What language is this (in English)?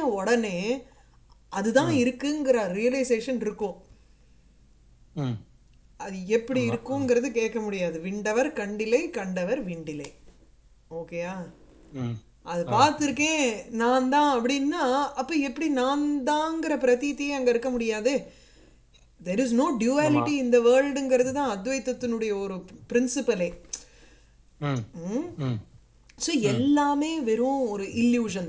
Tamil